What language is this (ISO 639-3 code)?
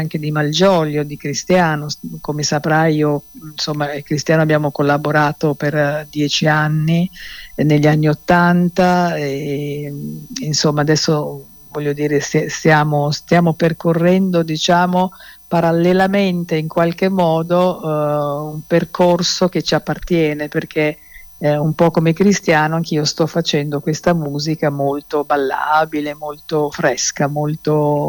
ita